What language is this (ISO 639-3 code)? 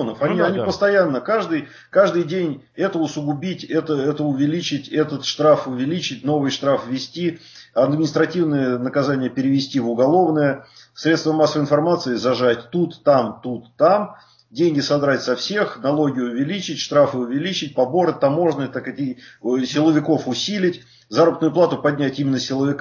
rus